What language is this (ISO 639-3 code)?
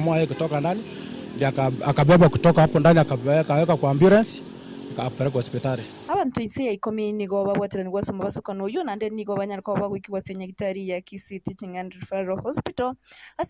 guz